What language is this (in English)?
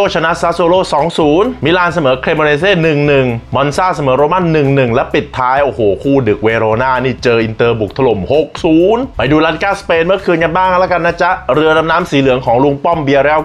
Thai